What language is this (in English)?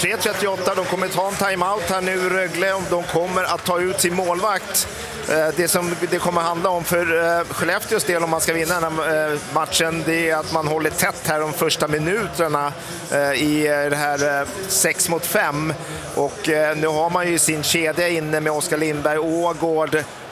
Swedish